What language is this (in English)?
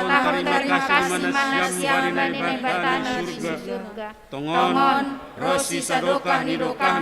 Batak Simalungun